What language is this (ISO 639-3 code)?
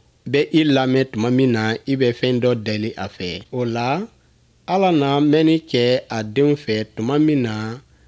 bam